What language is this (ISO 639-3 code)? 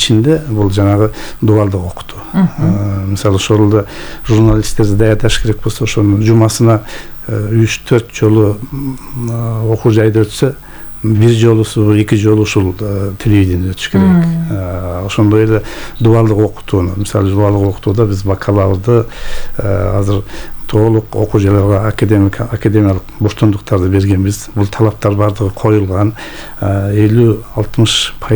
kir